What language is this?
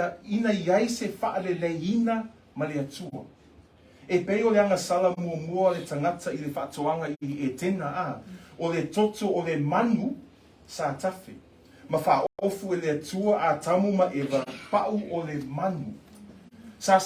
Samoan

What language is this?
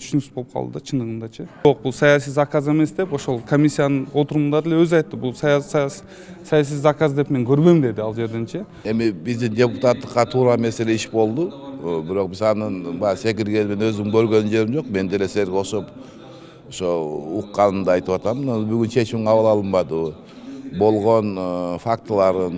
Kyrgyz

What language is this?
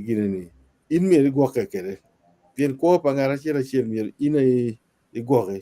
Acoli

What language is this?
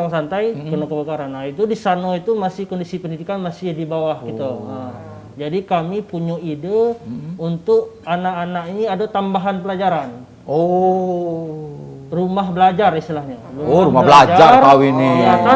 Musi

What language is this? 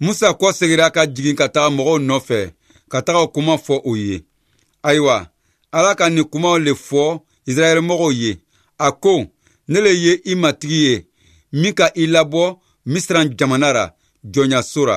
Bambara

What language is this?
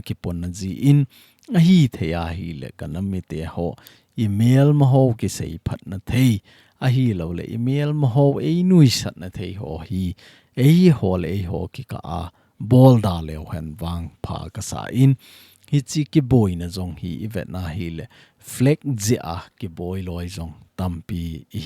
Thado Chin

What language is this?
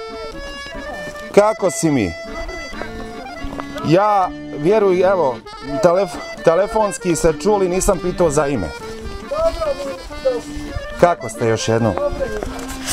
Bosnian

